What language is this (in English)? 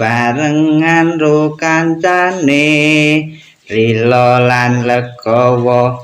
Javanese